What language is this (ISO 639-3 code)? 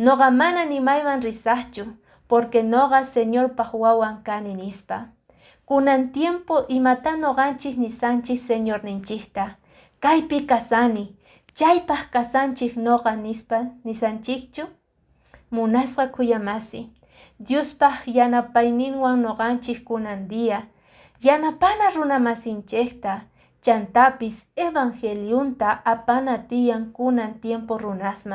que